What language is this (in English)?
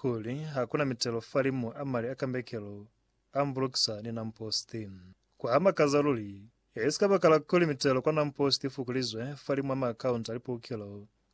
Lozi